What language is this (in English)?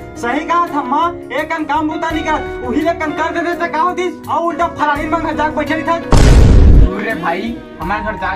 Chhattisgarhi